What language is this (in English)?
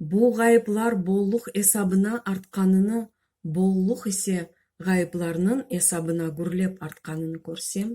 Crimean Tatar